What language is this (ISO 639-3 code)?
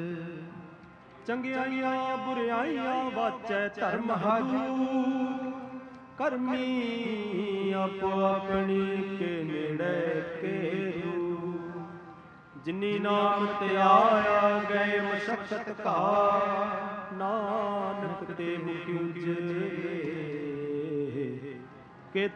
pan